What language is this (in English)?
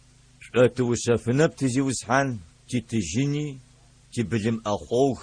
Adyghe